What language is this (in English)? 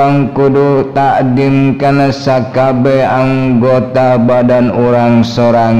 Sundanese